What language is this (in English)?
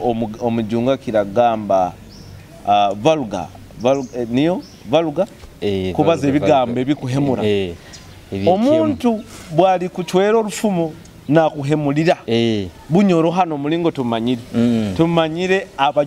Nyoro